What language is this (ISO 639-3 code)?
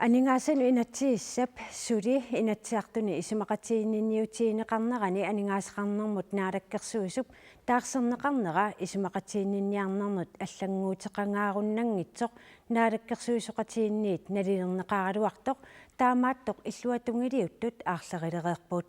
kal